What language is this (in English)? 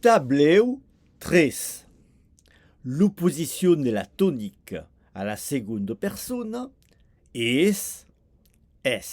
Occitan